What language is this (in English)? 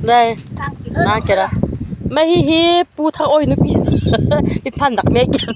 Hakha Chin